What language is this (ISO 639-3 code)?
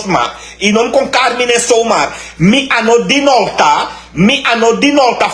srn